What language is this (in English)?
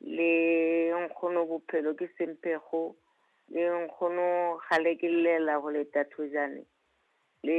Southern Sotho